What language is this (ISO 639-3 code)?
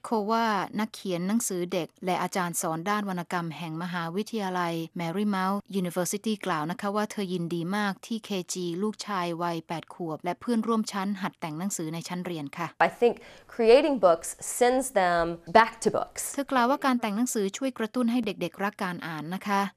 tha